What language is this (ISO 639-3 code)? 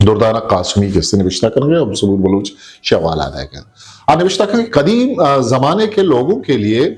bgp